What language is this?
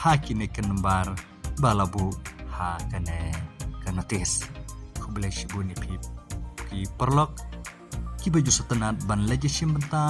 Khasi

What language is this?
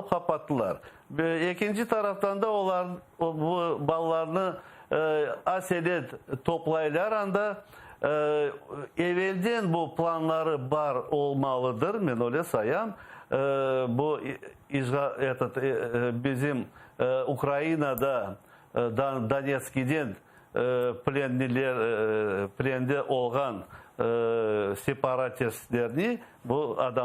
Crimean Tatar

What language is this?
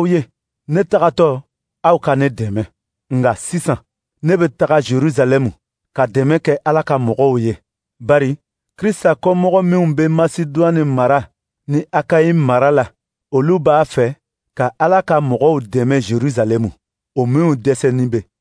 Dyula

